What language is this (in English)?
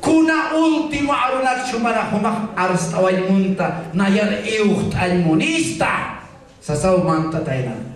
Aymara